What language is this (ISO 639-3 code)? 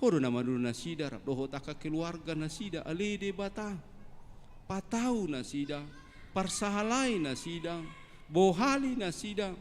bbc